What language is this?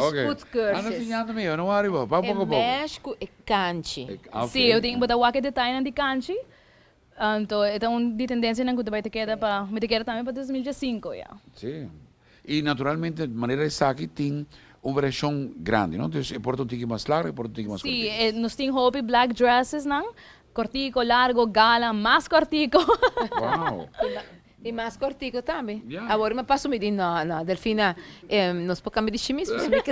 Papiamento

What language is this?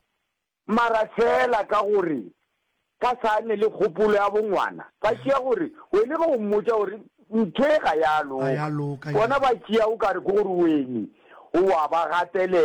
Northern Sotho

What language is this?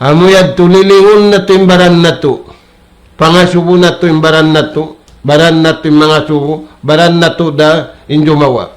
Tausug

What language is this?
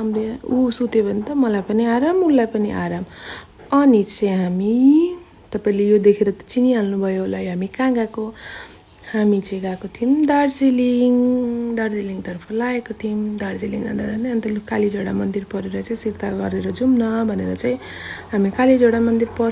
Nepali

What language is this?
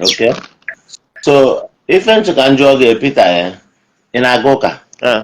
Igbo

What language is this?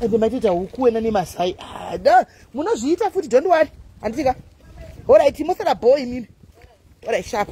Shona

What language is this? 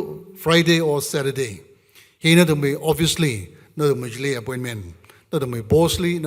Tangkhul Naga (India)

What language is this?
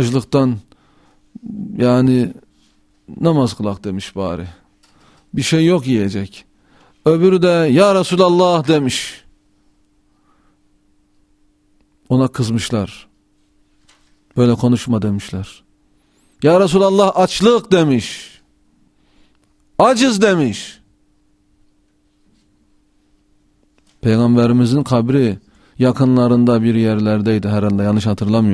Turkish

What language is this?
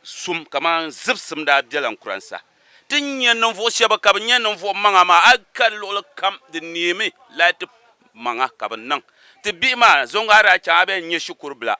Akan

